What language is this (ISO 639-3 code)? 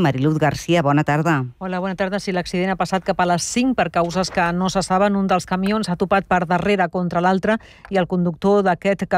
cat